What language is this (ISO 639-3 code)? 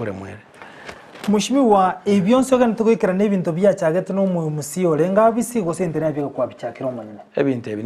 guz